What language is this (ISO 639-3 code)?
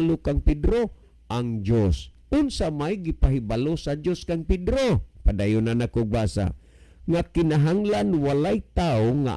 ceb